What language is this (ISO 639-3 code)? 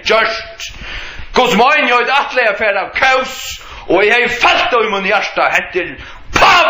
fao